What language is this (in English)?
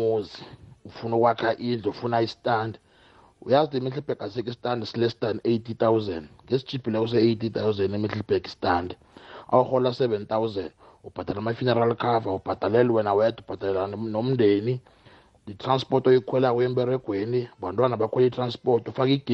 South Ndebele